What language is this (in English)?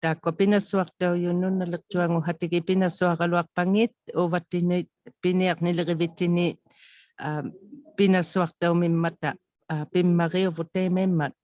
Inuktitut